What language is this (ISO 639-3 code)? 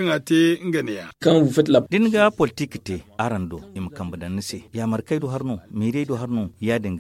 dje